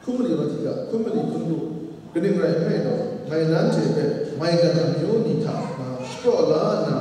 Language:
Kachin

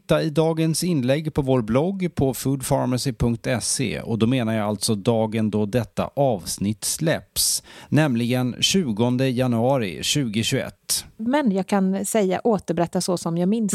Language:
Swedish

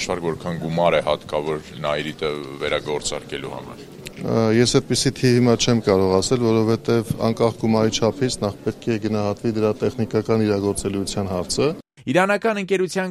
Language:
Armenian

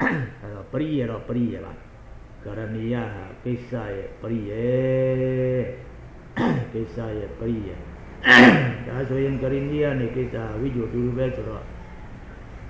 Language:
Burmese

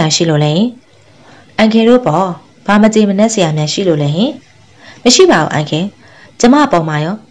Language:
Burmese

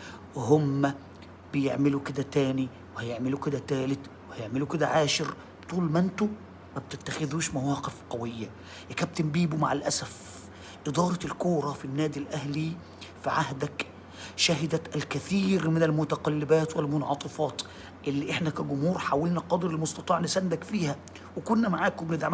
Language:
Egyptian Arabic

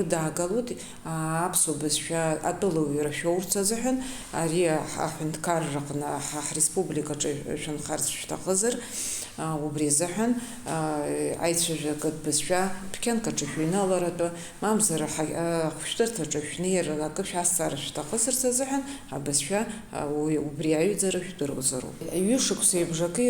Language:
Abkhazian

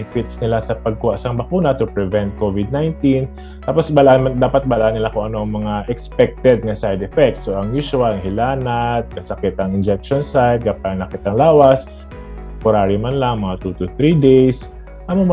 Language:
Hiligaynon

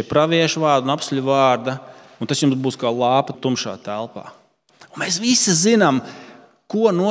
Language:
Latvian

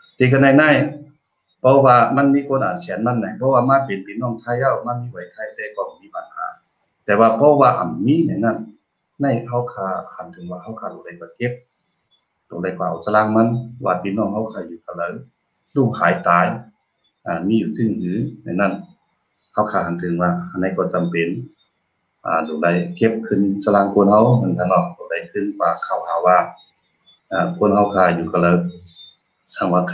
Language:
Shan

